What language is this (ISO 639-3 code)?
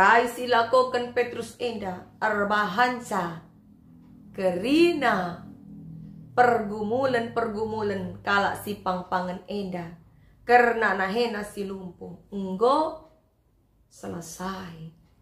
btx